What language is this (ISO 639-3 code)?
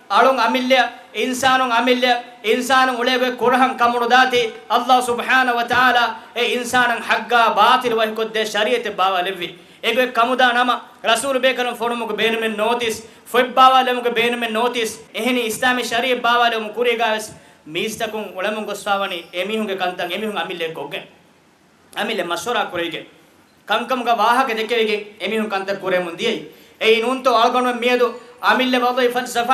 div